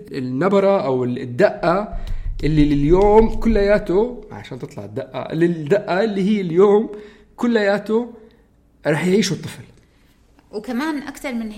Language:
North Levantine Arabic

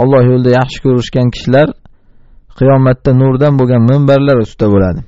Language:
Uzbek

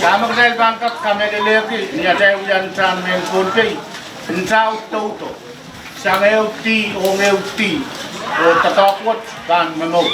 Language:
Pohnpeian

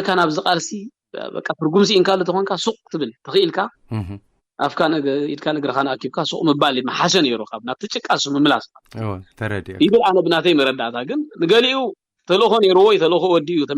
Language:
Tigrinya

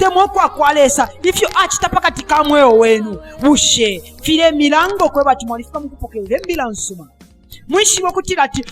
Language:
Bemba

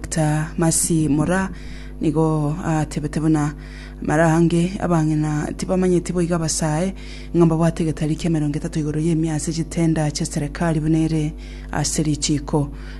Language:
Gusii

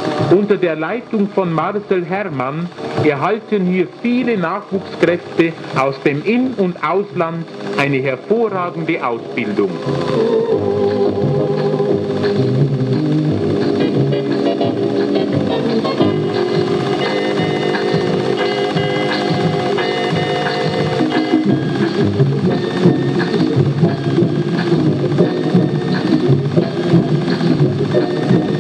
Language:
German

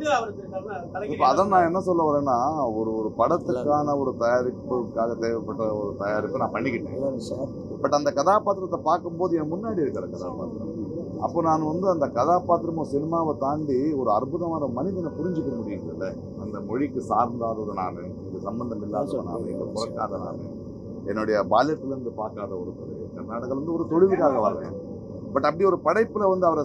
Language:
Tamil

